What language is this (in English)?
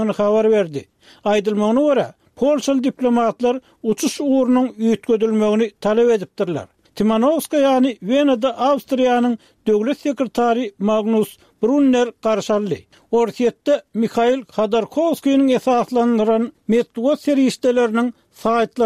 Turkmen